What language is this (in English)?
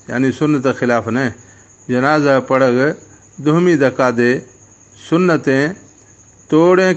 Baluchi